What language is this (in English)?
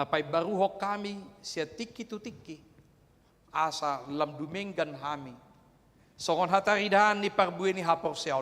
Batak Toba